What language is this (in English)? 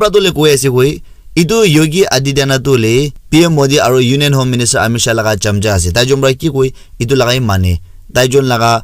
Naga Pidgin